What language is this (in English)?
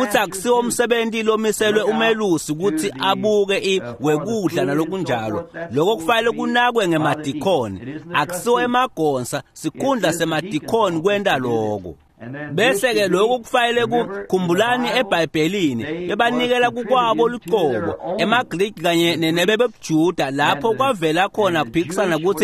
Swati